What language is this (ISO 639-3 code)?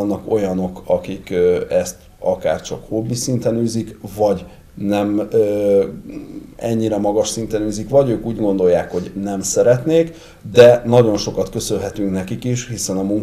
hun